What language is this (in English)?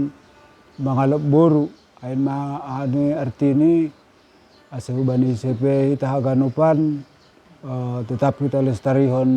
Batak Simalungun